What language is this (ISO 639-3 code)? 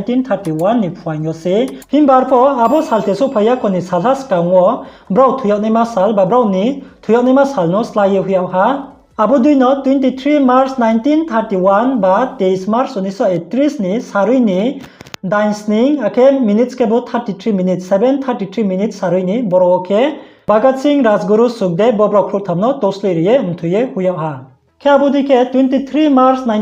ria